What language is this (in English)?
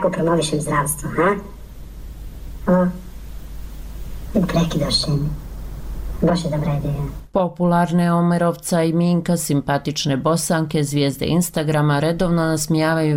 Bosnian